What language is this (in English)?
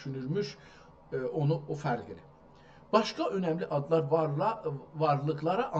South Azerbaijani